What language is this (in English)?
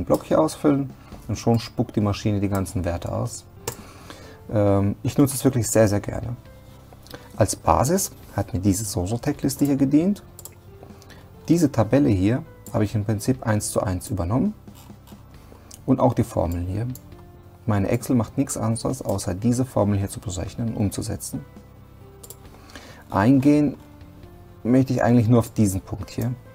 German